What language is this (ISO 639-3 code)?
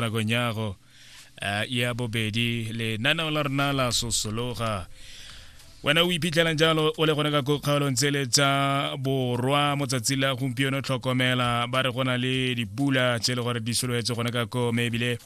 tsn